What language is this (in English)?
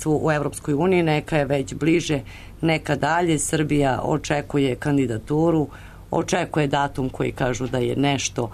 Serbian